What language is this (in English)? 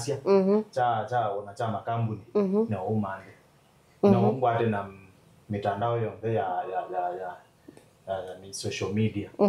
Kamba